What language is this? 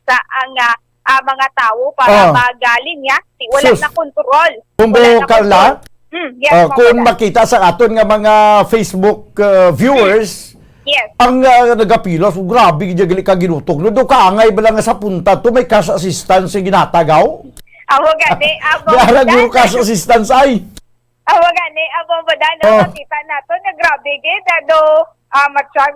Hiligaynon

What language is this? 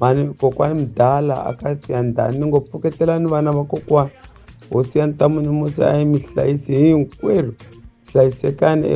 Tsonga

